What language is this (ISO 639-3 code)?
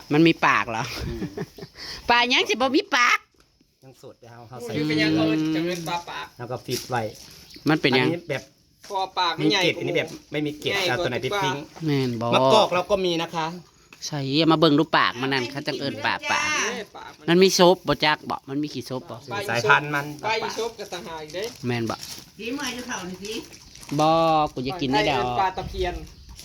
tts